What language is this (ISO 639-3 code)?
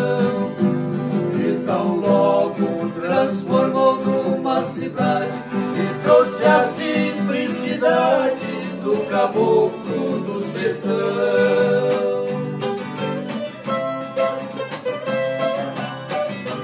por